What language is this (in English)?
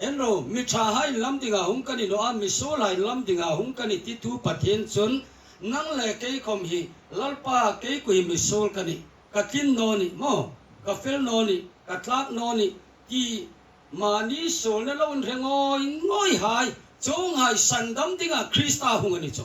Hmar